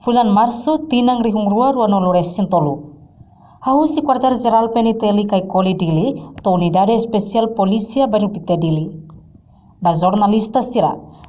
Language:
Tetum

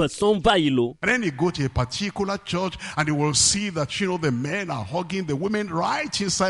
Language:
Ewe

